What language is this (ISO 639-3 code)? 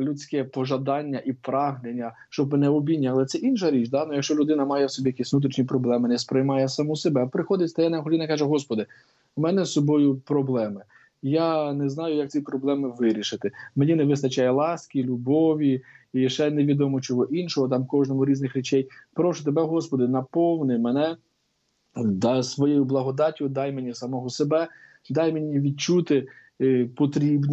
ukr